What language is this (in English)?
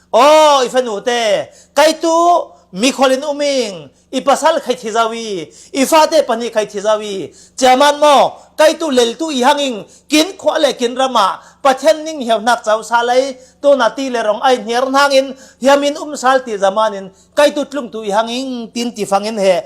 Falam Chin